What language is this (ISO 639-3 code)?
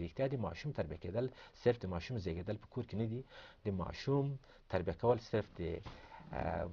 pus